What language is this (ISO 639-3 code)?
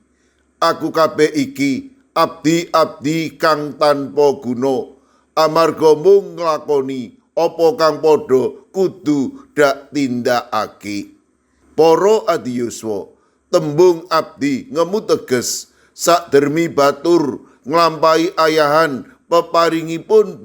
jav